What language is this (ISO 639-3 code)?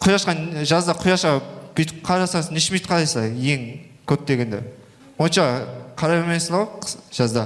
kaa